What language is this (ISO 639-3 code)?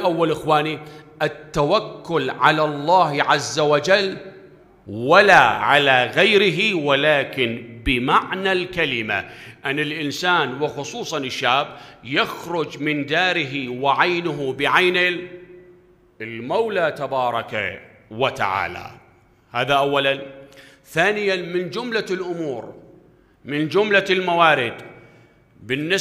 acm